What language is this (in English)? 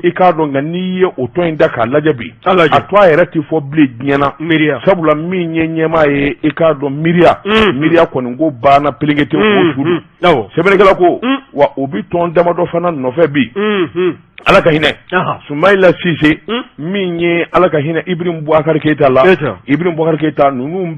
Bambara